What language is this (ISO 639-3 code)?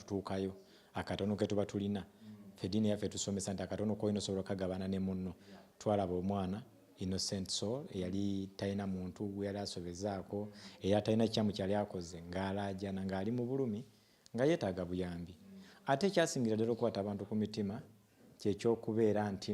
lug